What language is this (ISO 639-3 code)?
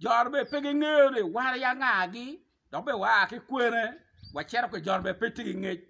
ach